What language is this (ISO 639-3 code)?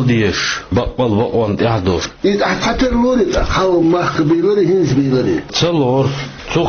che